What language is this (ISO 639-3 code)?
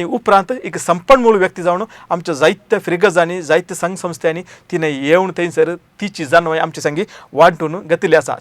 kok